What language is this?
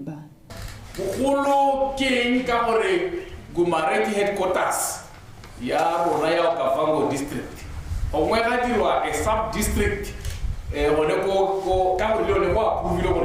Tswana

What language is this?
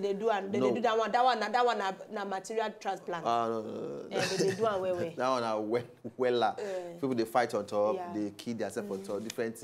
Nigerian Pidgin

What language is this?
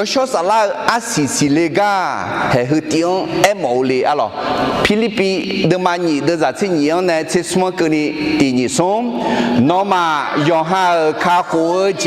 Akha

